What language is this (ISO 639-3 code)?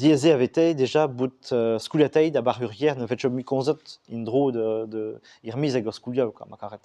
bre